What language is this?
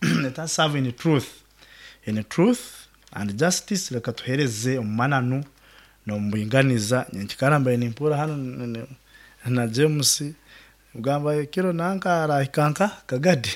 Nyoro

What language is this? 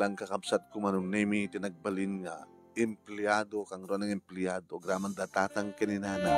Iloko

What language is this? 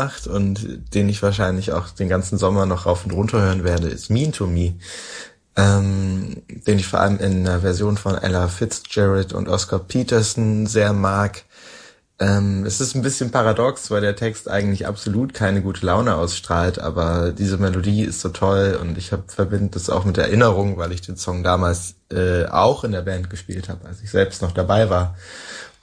German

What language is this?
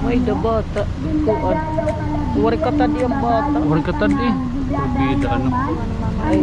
Waray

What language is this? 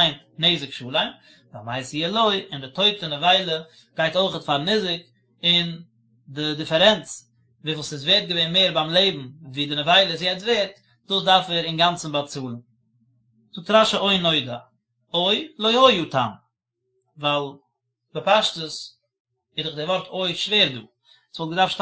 Yiddish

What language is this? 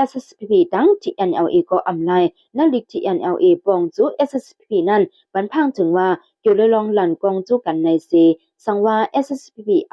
Shan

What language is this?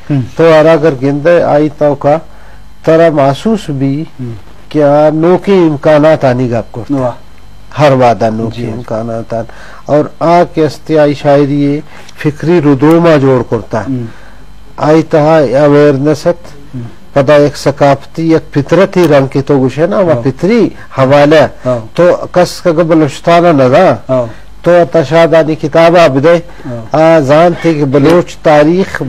Eastern Balochi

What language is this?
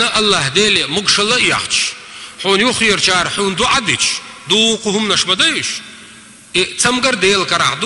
Chechen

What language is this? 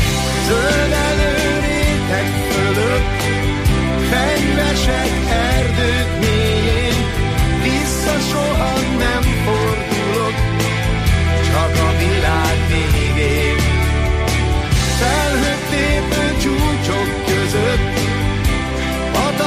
Hungarian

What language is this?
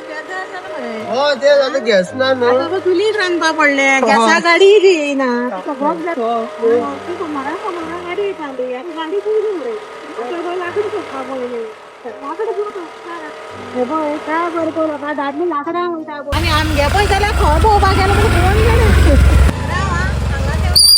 Konkani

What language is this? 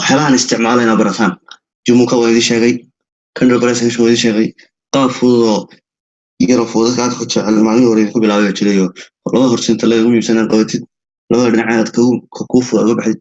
Somali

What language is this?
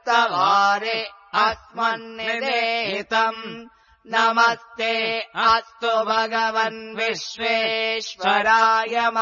Sanskrit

